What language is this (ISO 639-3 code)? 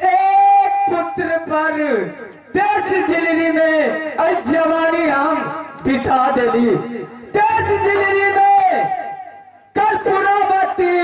mai